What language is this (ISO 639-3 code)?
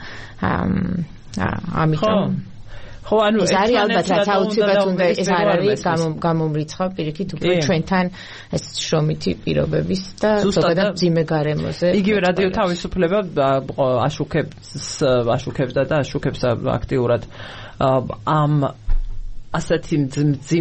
kat